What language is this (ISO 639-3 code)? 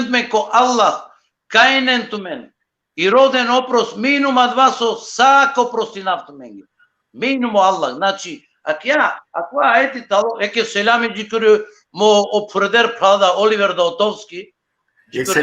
rmn